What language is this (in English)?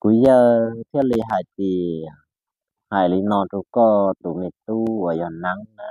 Hmong